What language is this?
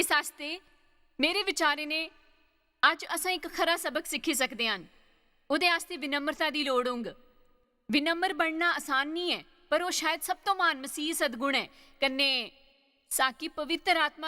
Dogri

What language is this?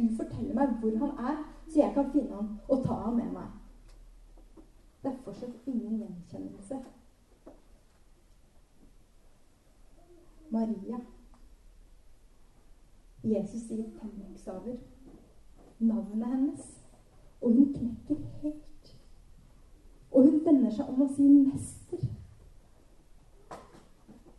Norwegian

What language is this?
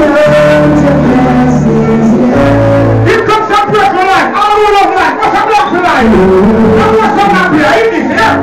Jamaican Creole English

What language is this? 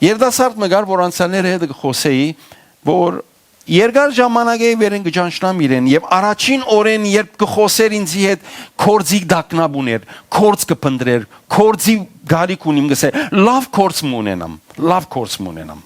Western Armenian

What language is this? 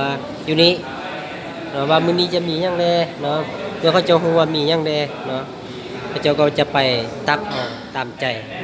Lao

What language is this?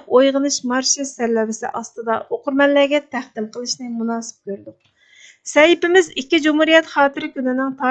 Uyghur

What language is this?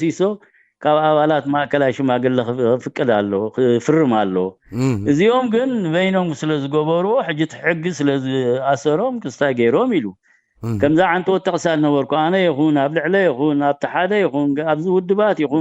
Tigrinya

